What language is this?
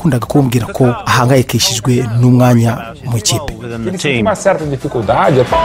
Kinyarwanda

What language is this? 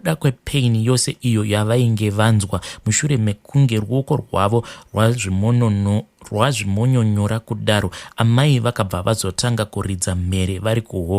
Shona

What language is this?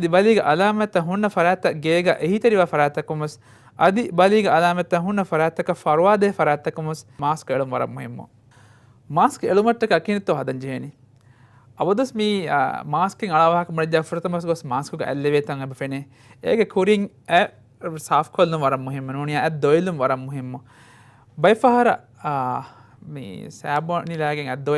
Divehi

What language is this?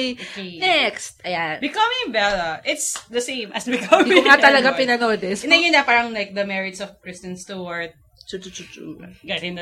Filipino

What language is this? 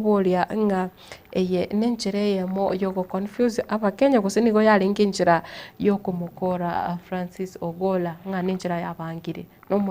Gusii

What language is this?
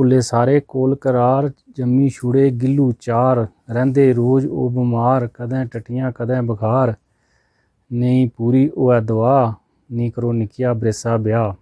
Dogri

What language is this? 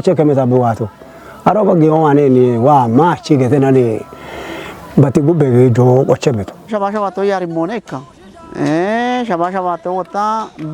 Kafa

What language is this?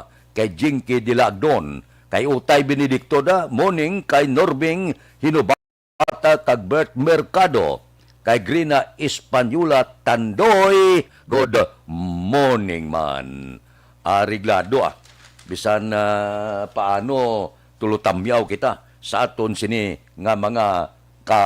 Hiligaynon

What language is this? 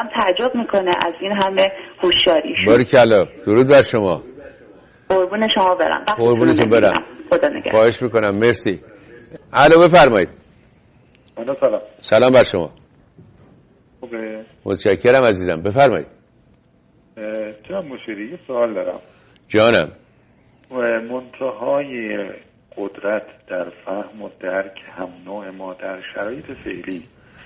Persian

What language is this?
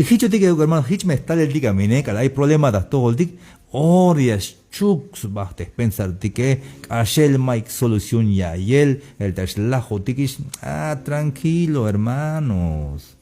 Tzeltal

